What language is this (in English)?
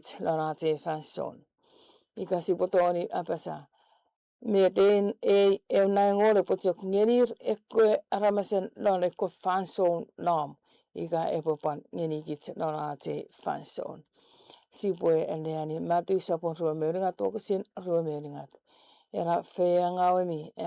Chuukese